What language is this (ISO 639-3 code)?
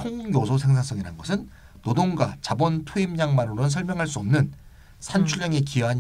kor